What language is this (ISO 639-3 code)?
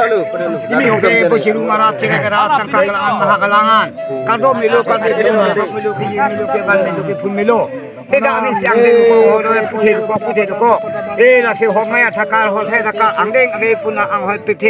mjw